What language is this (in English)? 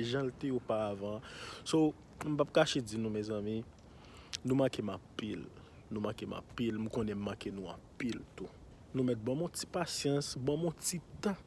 Haitian Creole